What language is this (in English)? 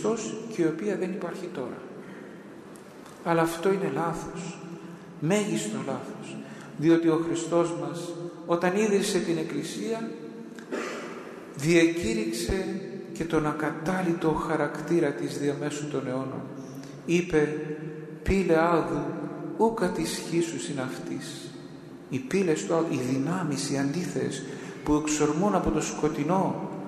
Greek